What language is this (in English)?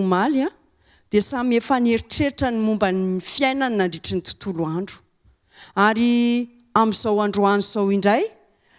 Malagasy